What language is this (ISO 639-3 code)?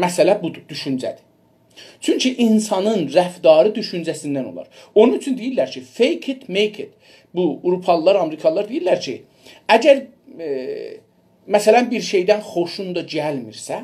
azb